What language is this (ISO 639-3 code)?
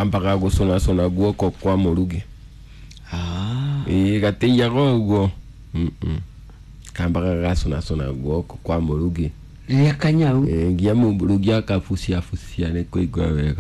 kik